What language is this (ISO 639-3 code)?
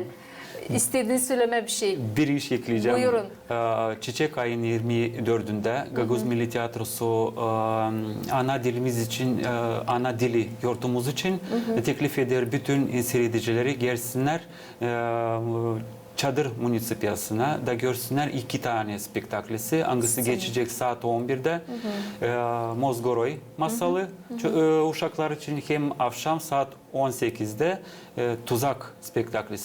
gag